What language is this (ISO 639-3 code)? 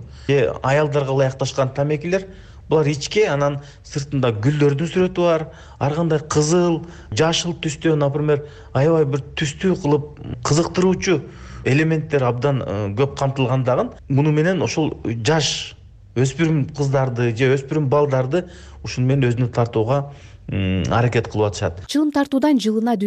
kir